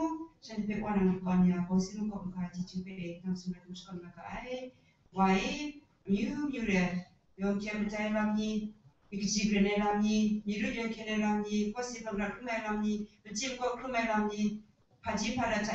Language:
Kachin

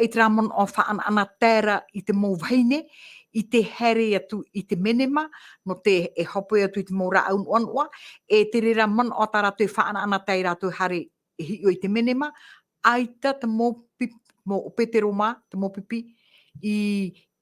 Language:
Tahitian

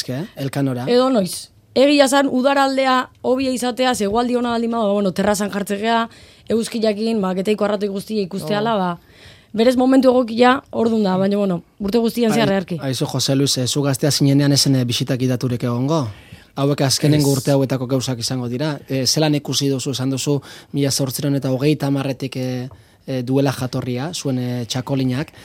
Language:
Basque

